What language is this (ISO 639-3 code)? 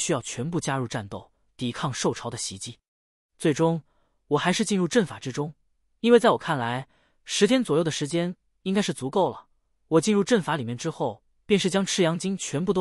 zho